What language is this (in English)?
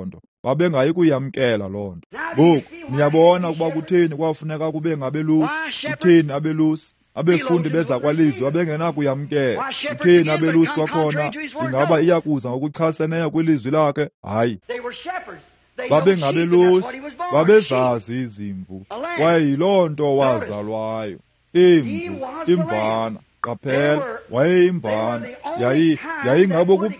Xhosa